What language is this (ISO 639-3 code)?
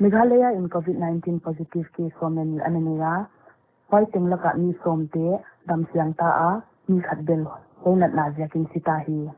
pck